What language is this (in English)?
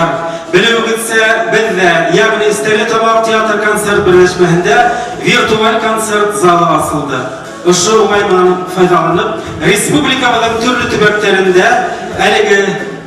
Bashkir